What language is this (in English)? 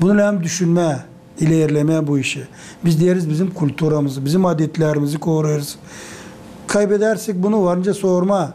Gagauz